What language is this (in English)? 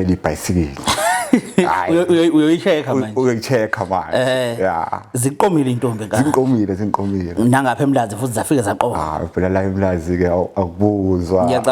Zulu